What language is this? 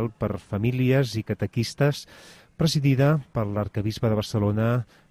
Catalan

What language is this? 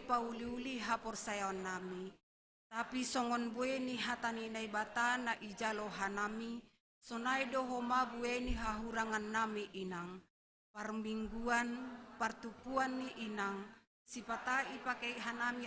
Batak Simalungun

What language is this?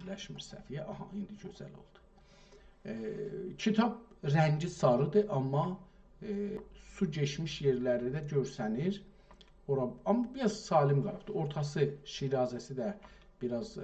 South Azerbaijani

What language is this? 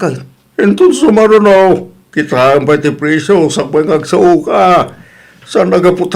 Iloko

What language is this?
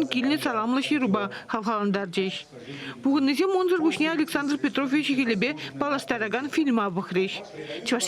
Chuvash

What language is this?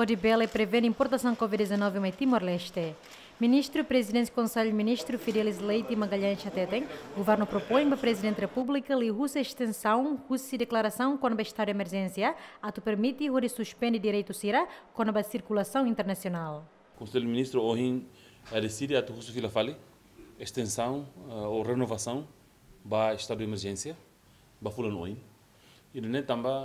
Tetum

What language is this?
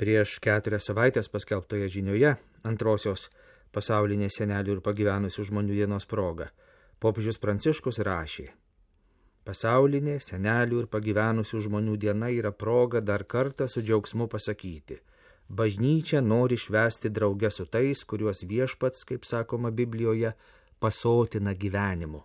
Lithuanian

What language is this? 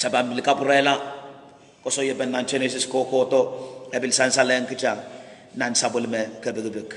Pohnpeian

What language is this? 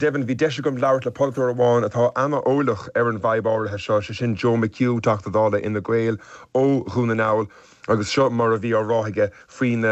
Irish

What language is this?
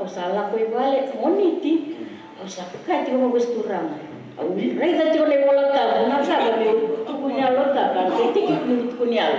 Fijian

